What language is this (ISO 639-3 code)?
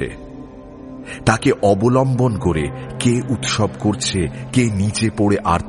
ben